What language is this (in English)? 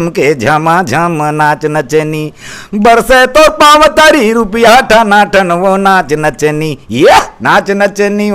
Chhattisgarhi